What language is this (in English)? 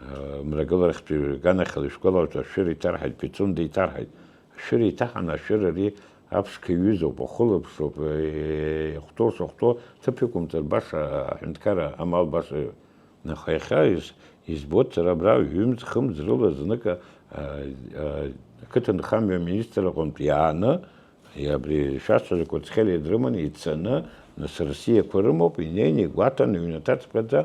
Abkhazian